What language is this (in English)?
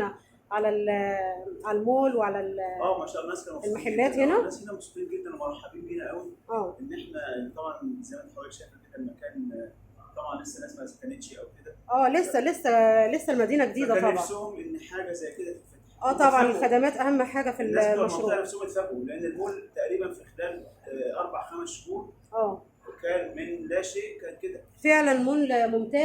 Egyptian Arabic